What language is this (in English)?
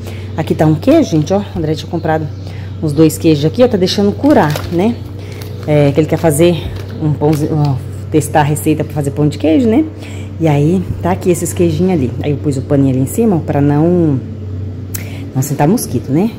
Portuguese